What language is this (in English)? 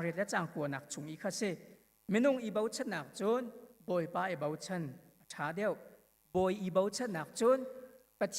Hakha Chin